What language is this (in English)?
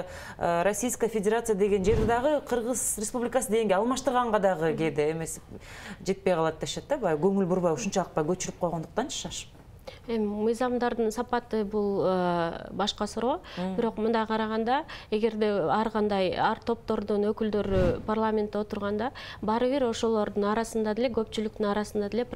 Kyrgyz